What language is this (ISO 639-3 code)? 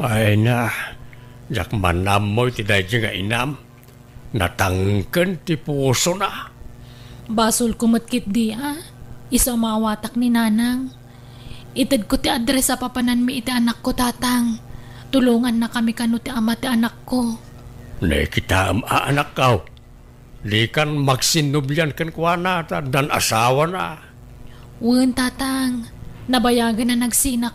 ilo